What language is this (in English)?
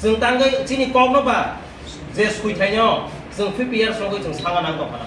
Kok Borok